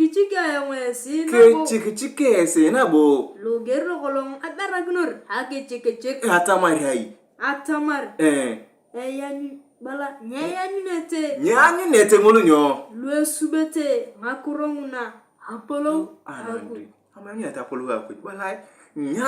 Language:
Turkana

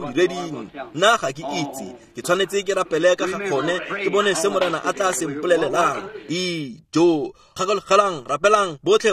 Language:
Tswana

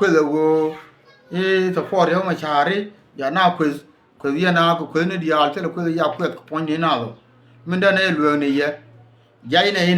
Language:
Nuer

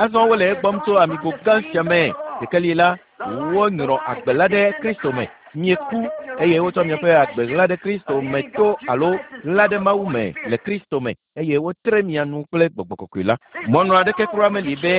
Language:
Ewe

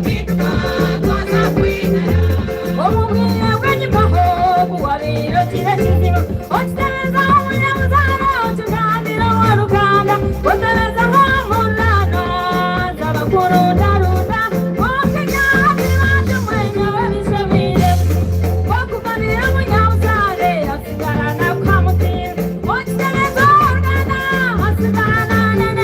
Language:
Nyankole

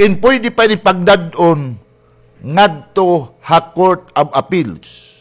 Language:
Waray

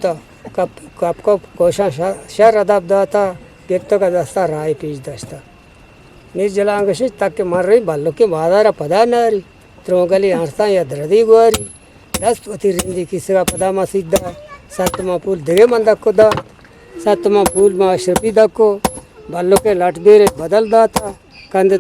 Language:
Eastern Balochi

